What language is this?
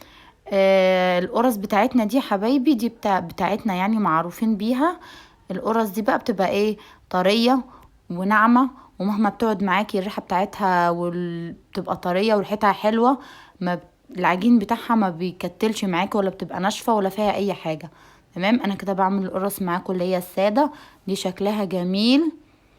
Egyptian Arabic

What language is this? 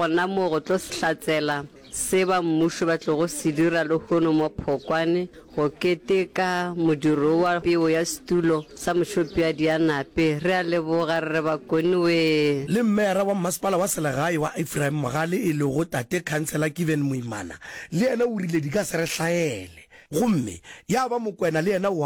Northern Sotho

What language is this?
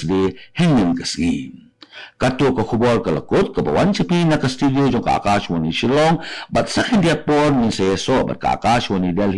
Khasi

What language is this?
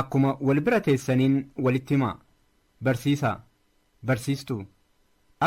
Oromo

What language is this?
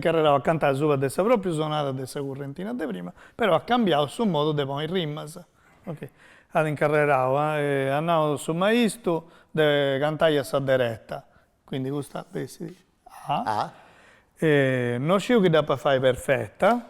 Sardinian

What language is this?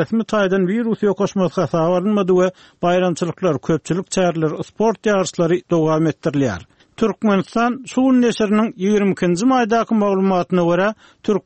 Turkmen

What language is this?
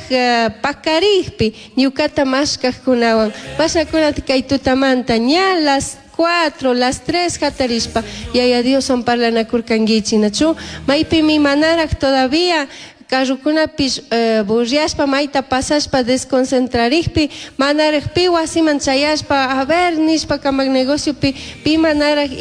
Chimborazo Highland Quichua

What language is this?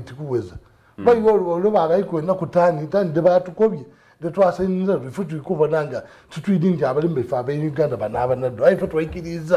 Soga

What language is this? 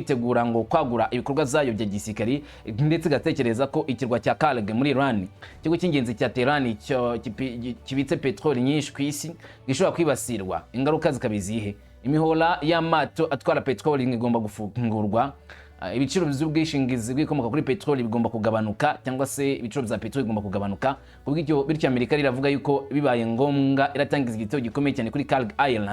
Kinyarwanda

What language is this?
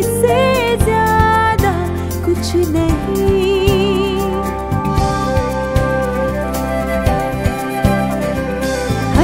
Hindi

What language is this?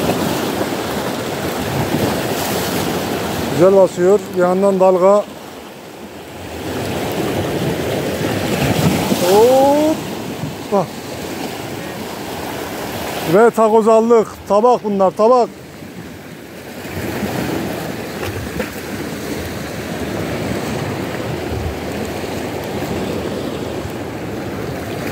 Turkish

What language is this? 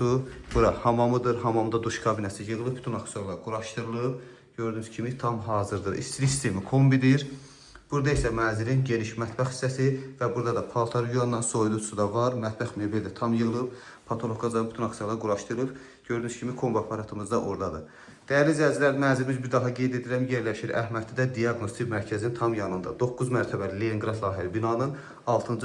Azerbaijani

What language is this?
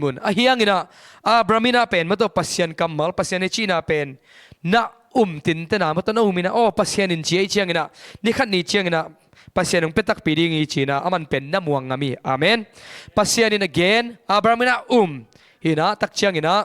Tedim Chin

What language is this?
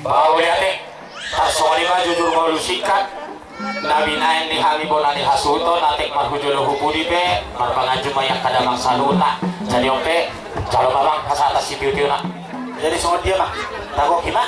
Batak Toba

